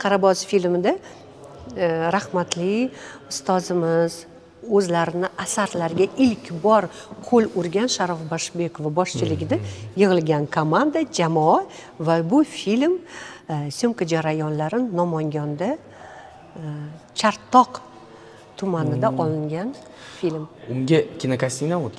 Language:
Uzbek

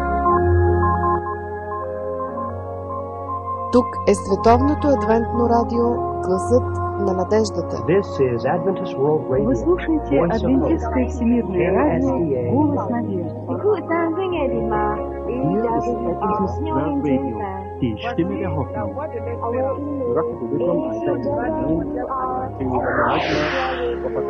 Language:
Bulgarian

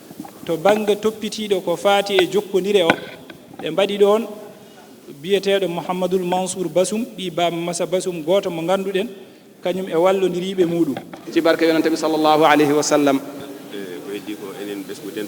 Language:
Fula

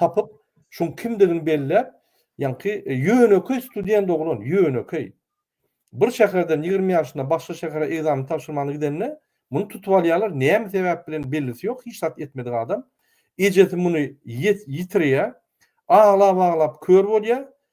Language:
Turkmen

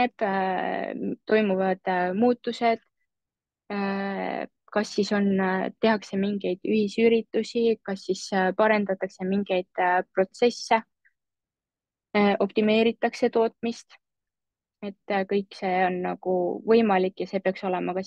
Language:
Estonian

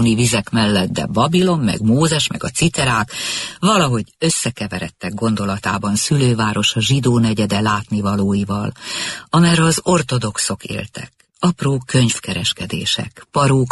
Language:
Hungarian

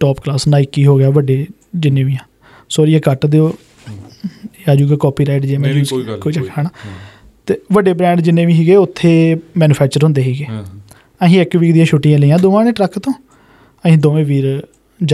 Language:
Punjabi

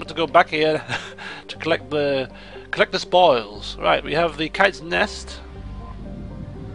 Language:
English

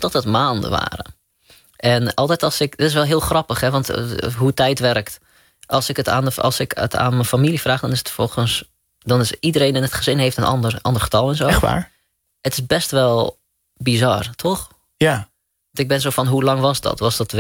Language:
Dutch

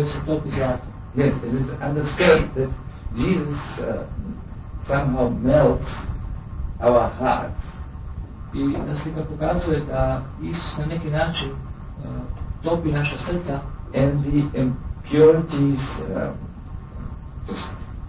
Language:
Croatian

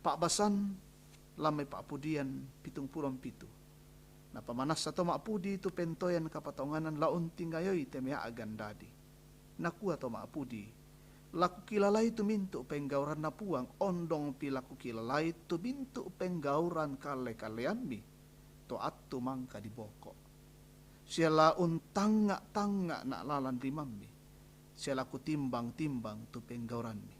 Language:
Toraja-Sa'dan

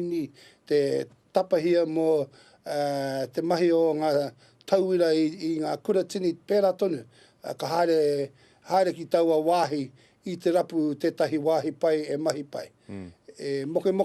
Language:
Māori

